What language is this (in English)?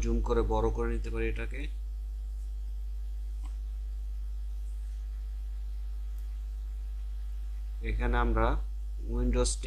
Bangla